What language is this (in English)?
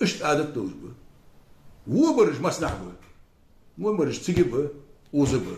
Ingush